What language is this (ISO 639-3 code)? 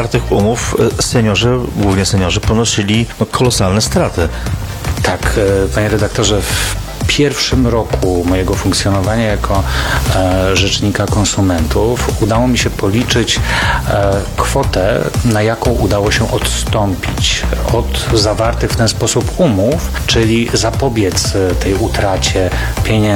pol